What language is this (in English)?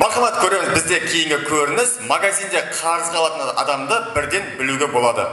Kara-Kalpak